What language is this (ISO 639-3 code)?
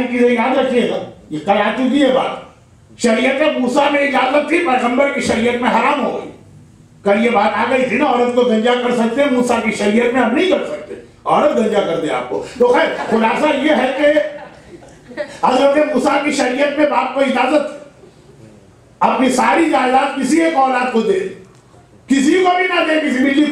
urd